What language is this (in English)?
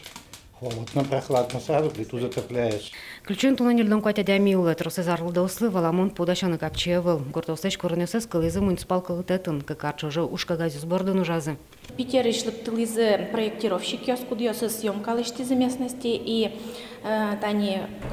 Udmurt